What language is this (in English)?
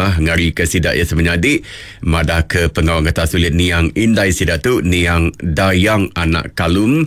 Iban